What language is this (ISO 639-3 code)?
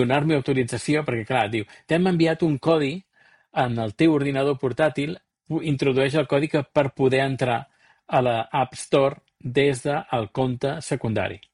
cat